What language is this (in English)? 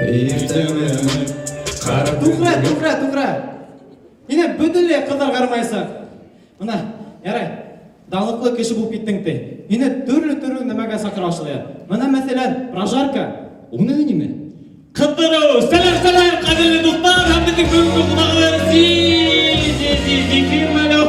Bashkir